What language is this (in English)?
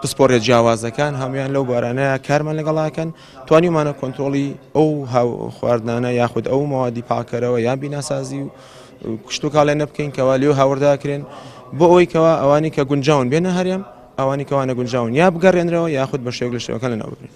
Central Kurdish